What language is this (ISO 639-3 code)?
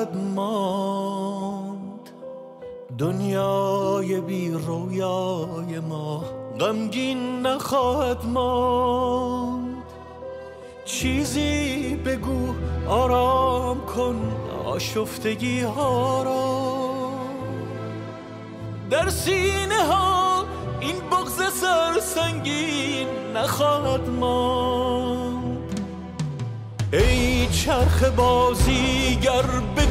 fas